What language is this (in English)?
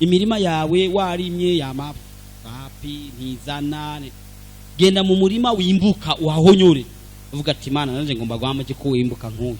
Rundi